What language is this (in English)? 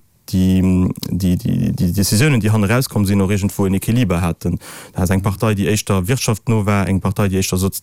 Luxembourgish